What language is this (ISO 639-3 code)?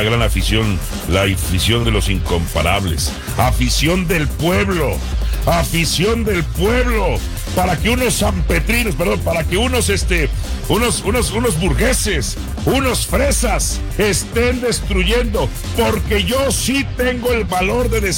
spa